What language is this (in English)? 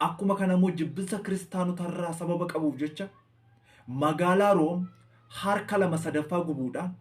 Oromo